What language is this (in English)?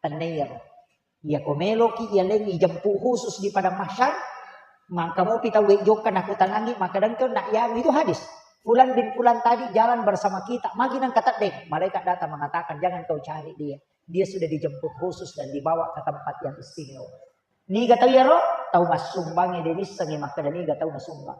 Buginese